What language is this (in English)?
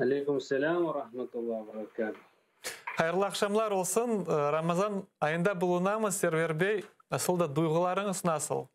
Crimean Tatar